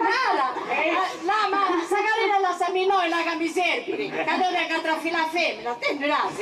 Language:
Sardinian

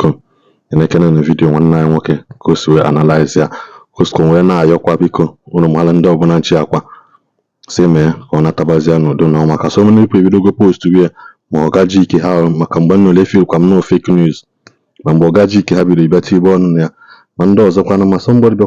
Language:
Igbo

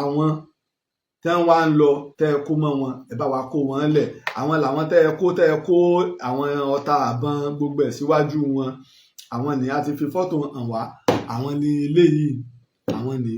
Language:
Yoruba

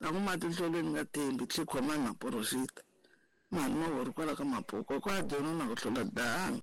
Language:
Tsonga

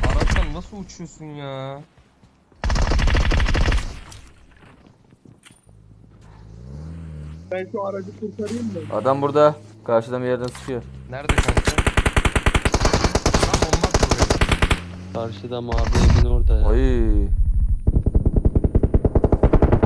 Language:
Turkish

